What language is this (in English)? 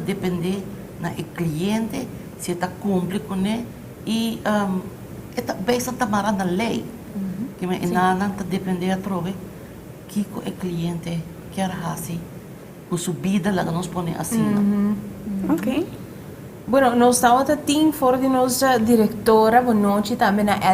Papiamento